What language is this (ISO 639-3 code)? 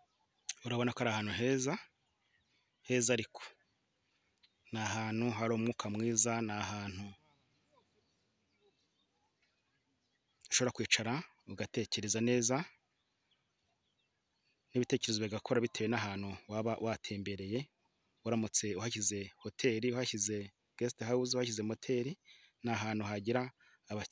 kin